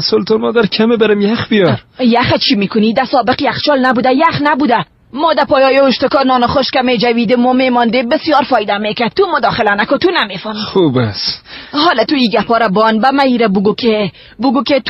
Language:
Persian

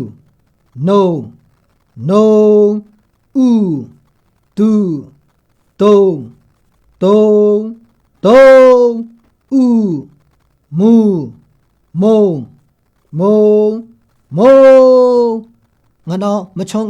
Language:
Maru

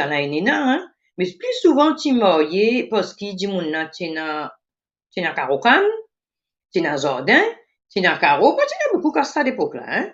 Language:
Morisyen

